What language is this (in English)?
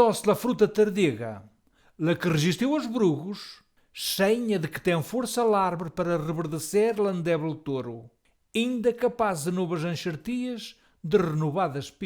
Mirandese